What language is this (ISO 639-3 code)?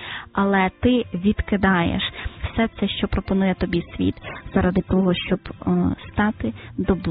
ukr